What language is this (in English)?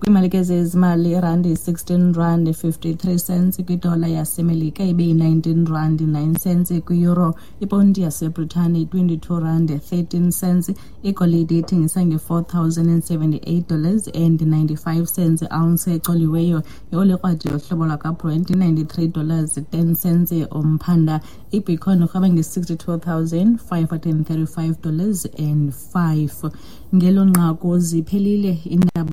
Xhosa